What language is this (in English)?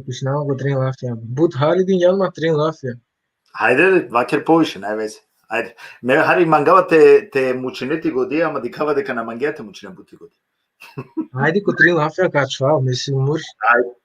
Balkan Romani